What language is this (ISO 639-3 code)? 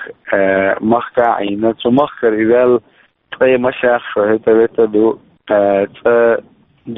che